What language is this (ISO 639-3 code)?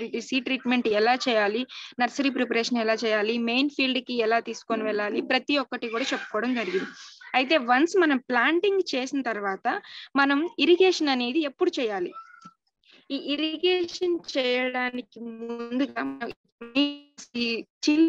tel